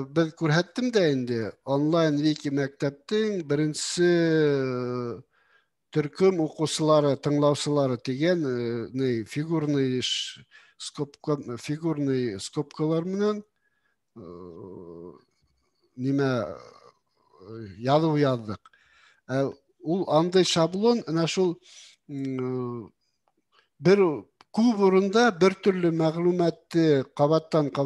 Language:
Bashkir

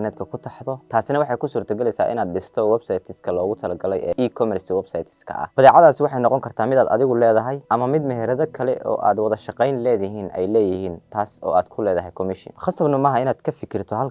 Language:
Somali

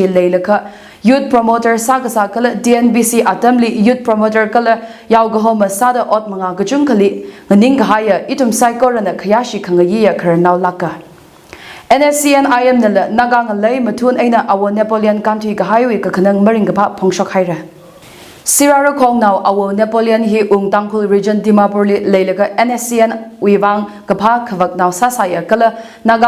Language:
Tangkhul Naga (India)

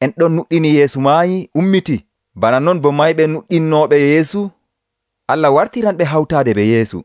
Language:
Nigerian Fulfulde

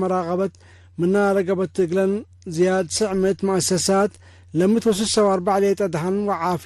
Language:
Tigre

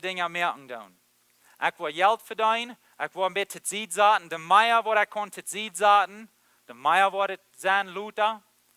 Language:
Plautdietsch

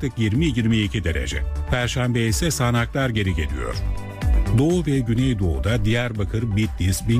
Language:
Turkish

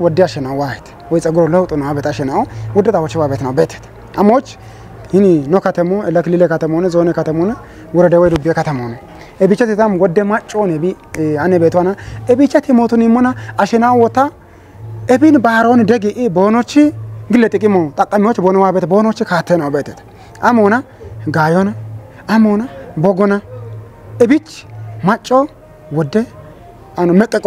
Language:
Kafa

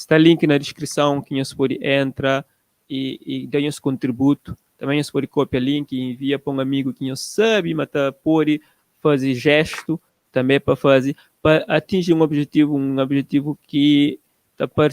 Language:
Kabuverdianu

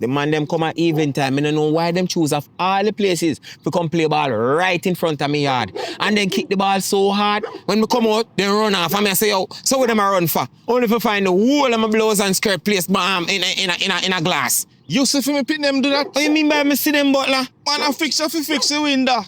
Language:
Jamaican Creole English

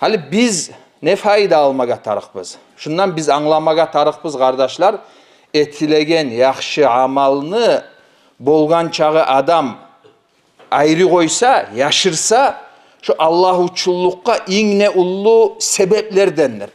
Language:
Kumyk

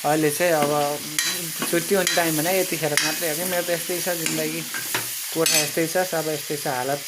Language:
Nepali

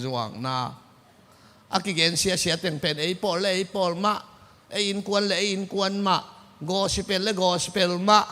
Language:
Tedim Chin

